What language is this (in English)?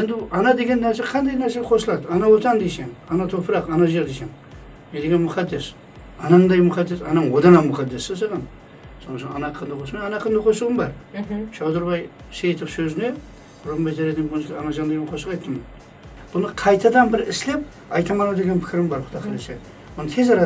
Kara-Kalpak